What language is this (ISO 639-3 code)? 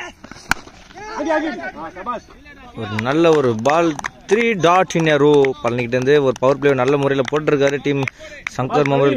tam